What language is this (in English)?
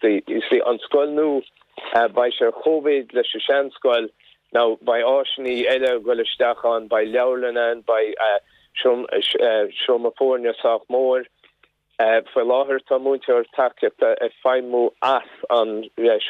Irish